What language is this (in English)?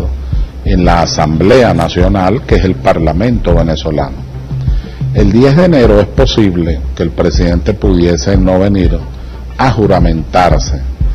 Spanish